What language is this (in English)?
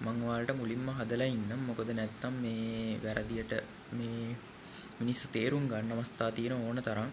Sinhala